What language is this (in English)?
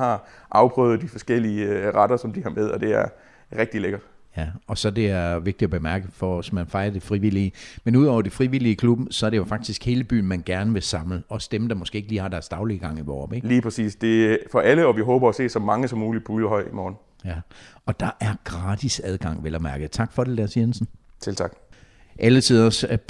Danish